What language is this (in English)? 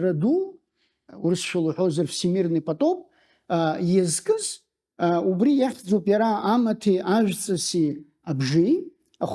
Abkhazian